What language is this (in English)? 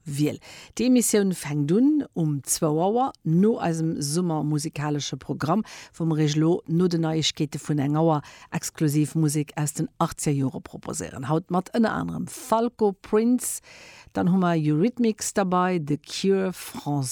Luxembourgish